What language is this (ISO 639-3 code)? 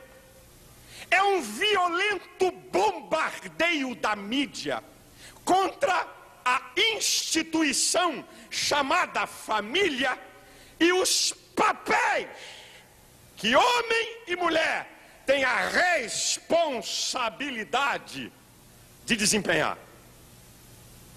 por